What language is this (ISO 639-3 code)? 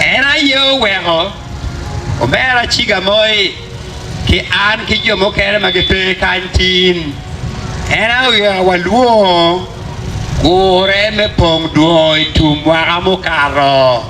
ach